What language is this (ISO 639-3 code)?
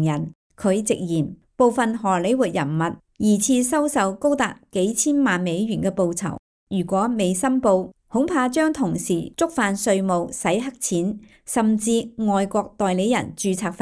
yue